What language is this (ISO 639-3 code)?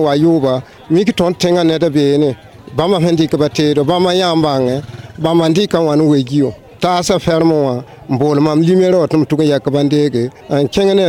mos